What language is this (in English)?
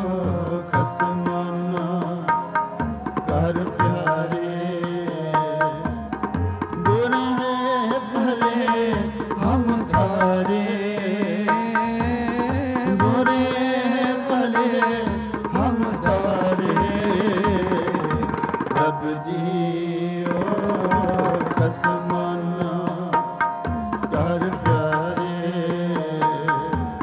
Punjabi